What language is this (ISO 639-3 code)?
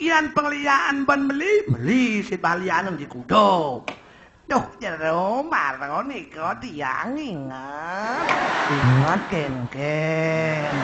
ban